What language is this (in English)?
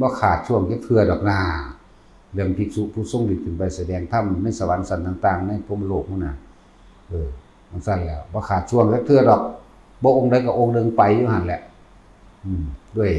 Northeastern Thai